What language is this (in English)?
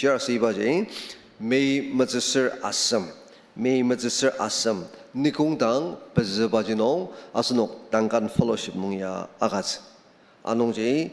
Ao Naga